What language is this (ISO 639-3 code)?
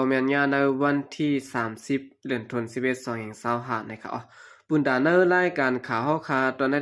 shn